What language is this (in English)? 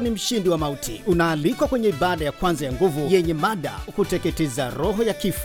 Swahili